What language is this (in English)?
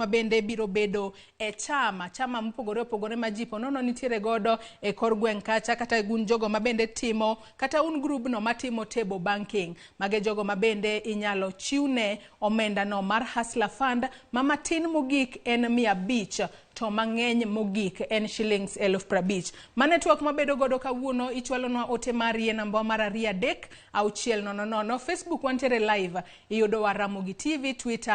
Luo (Kenya and Tanzania)